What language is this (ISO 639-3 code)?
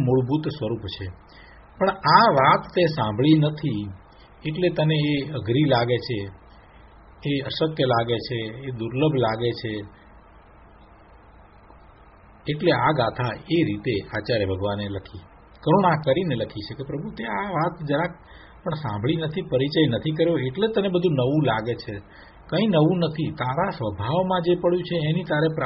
guj